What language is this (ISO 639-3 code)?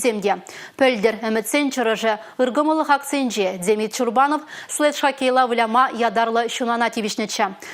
chv